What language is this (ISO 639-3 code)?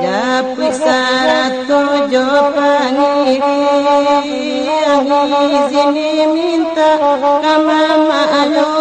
min